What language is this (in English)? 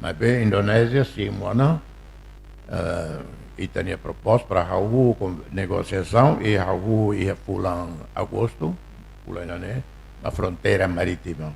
Tetum